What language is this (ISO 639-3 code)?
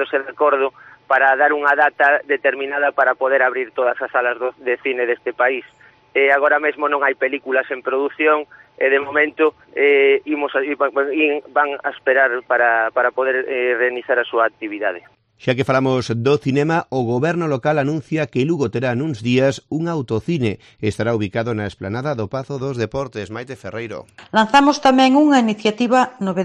glg